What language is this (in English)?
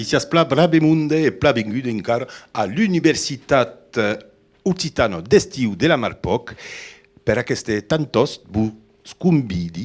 Occitan